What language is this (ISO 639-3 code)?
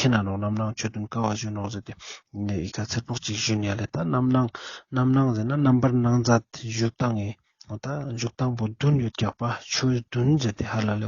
lbj